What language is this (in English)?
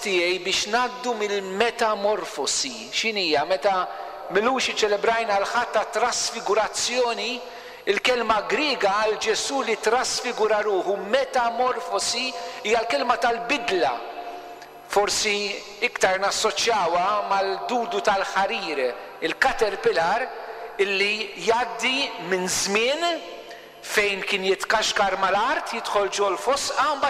Maltese